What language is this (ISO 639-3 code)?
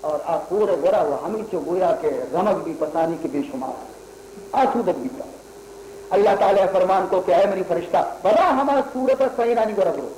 bal